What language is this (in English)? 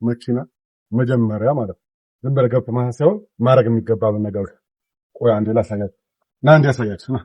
Amharic